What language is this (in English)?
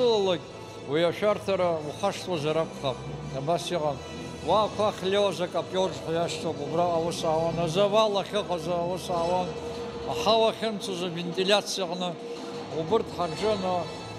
Abkhazian